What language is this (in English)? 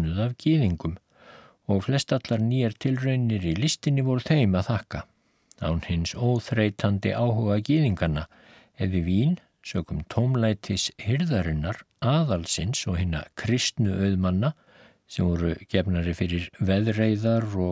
Icelandic